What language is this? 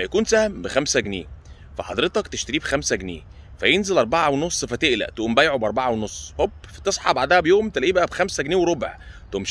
Egyptian Arabic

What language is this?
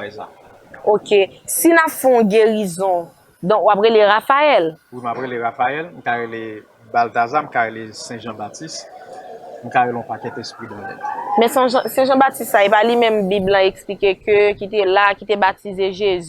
Haitian Creole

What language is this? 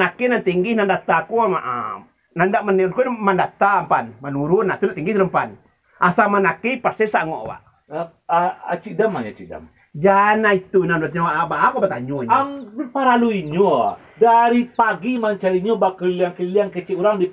Minangkabau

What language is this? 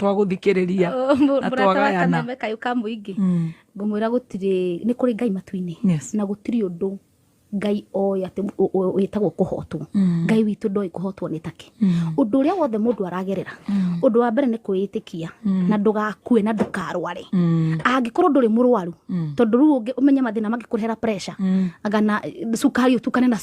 Kikuyu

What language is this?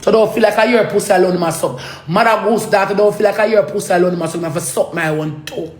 Jamaican Creole English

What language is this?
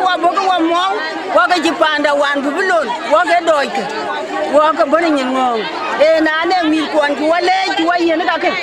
Dinka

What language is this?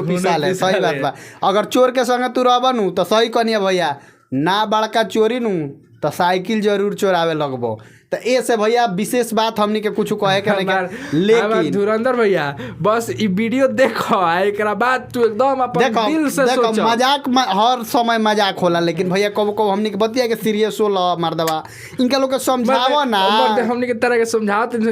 Bhojpuri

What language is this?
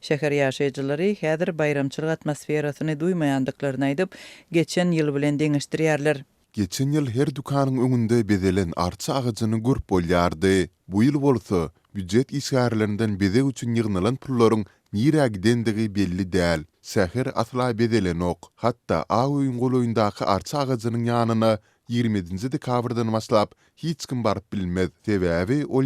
Turkmen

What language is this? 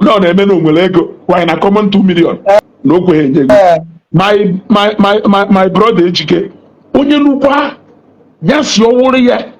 Igbo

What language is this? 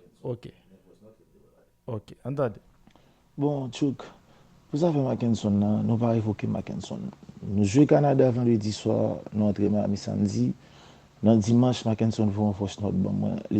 Haitian Creole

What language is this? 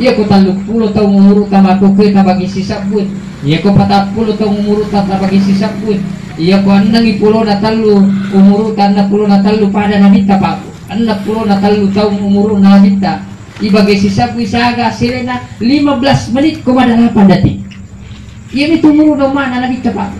Buginese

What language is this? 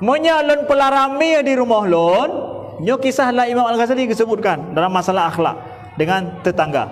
Achinese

